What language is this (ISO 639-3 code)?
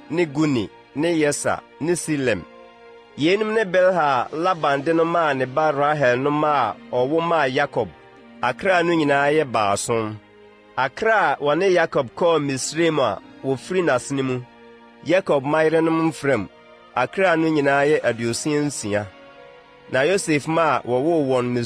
aka